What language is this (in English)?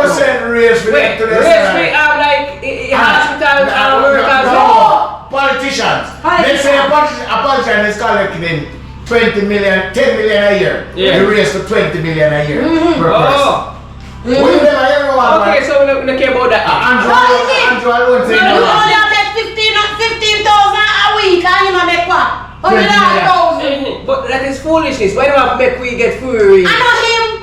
Jamaican Creole English